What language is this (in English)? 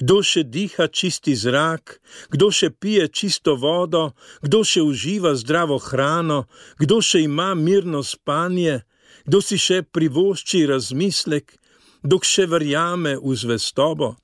Slovenian